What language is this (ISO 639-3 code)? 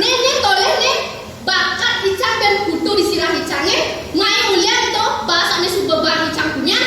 ban